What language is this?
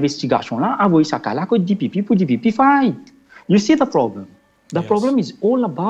Morisyen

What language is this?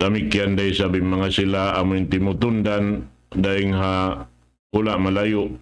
Tausug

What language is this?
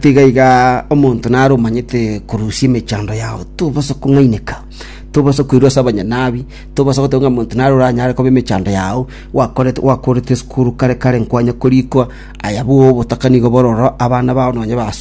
Gusii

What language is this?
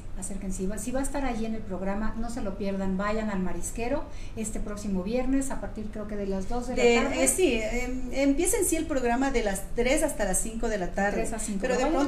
Spanish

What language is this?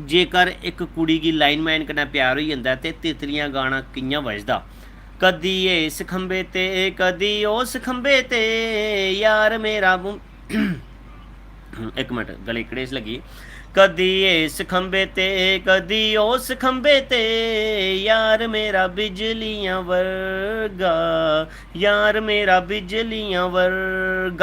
Dogri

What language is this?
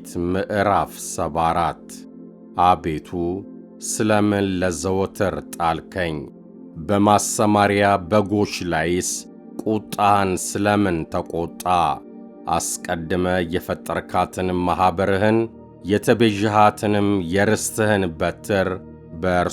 Amharic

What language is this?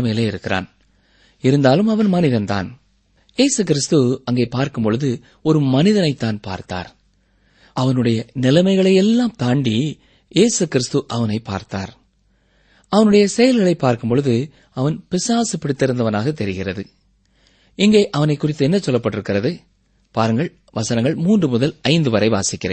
Tamil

